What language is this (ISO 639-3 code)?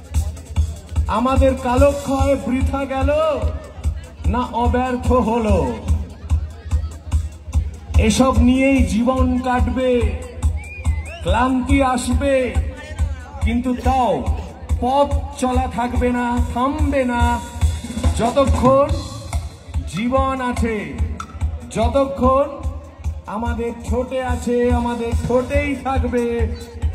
ben